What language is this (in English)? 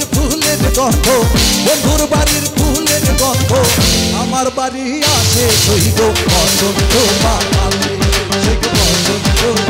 Bangla